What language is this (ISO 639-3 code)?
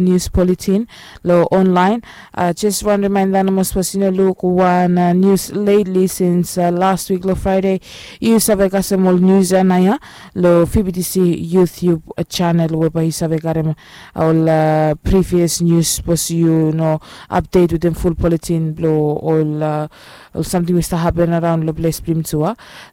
bis